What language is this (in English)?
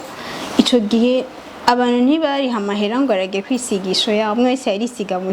Rundi